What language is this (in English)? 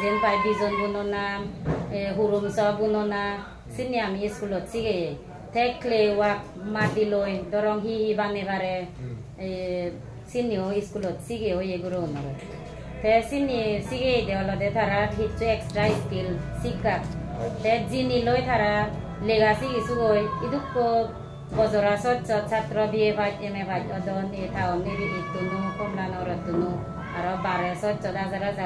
Chakma